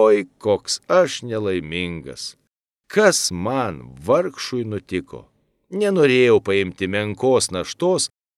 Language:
Lithuanian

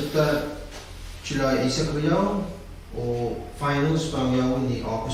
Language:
Pohnpeian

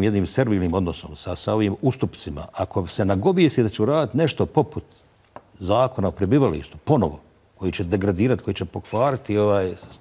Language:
Bosnian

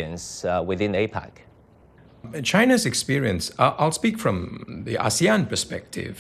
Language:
English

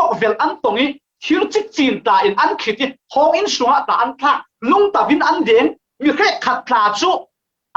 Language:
Falam Chin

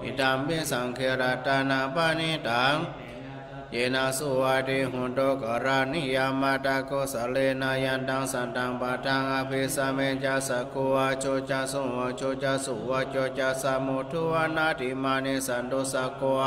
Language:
Pali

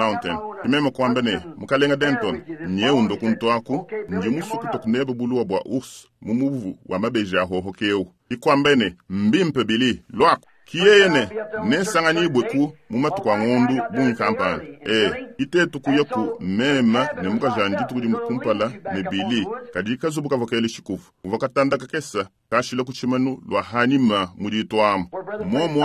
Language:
Luba-Lulua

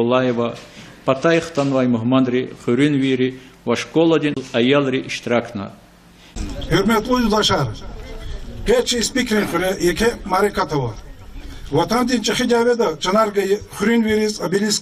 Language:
Lezghian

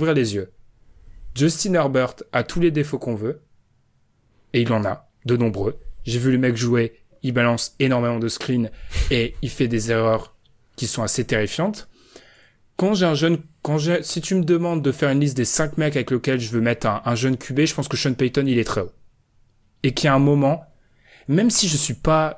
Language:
French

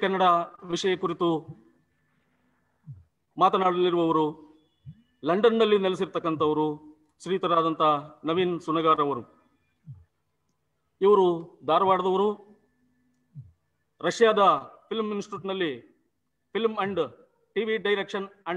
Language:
Kannada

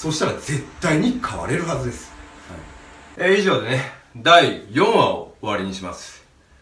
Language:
Japanese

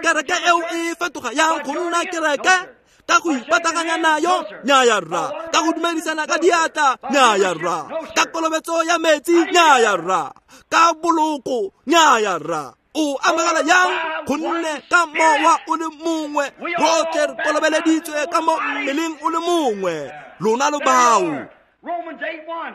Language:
Tswana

